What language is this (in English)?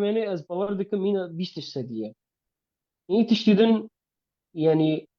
Kurdish